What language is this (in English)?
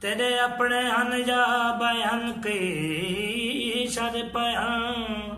Saraiki